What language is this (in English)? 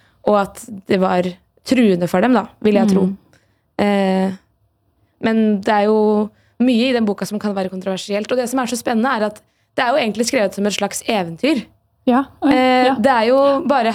Norwegian